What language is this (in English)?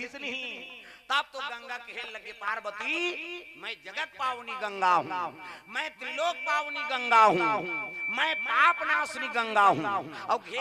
Chhattisgarhi